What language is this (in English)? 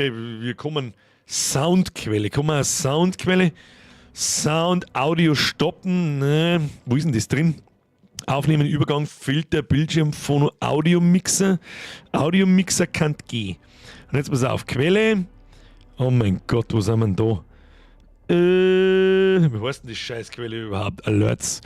Bavarian